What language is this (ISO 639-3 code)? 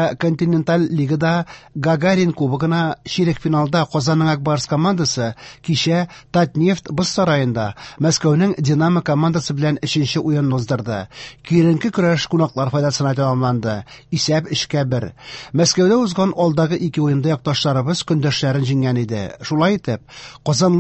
tat